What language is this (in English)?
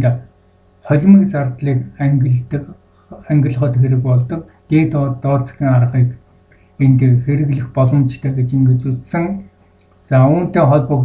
Mongolian